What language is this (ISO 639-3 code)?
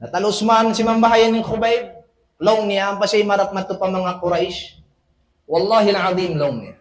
tsg